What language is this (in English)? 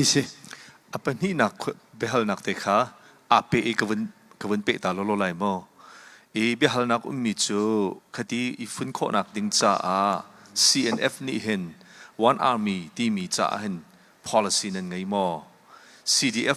Hakha Chin